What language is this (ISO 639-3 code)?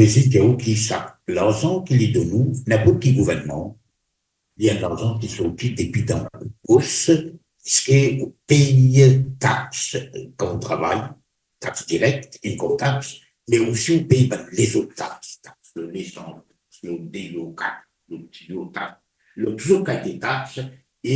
mfe